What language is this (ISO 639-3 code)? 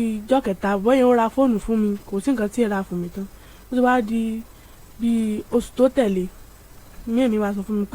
yor